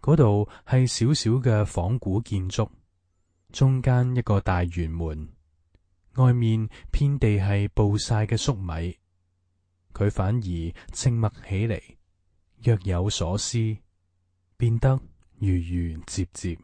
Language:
Cantonese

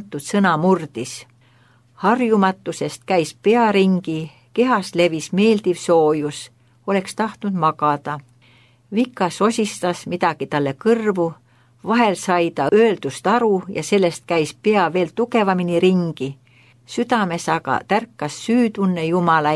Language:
Estonian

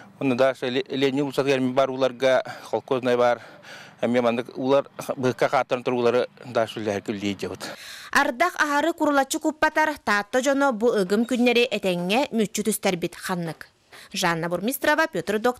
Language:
Yakut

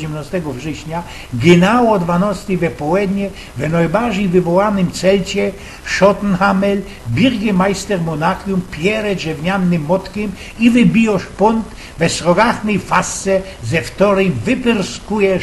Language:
Silesian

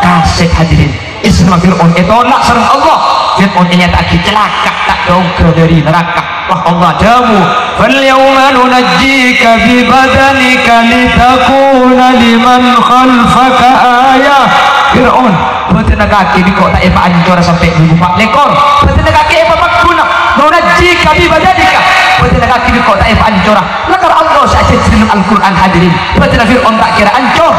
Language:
Madurese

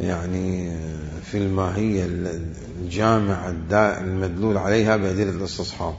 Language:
Mesopotamian Arabic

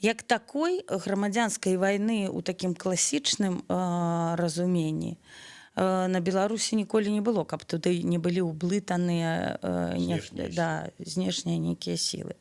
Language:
Belarusian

